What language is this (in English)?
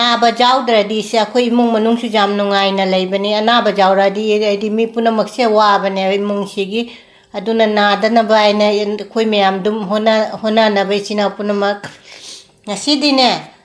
Manipuri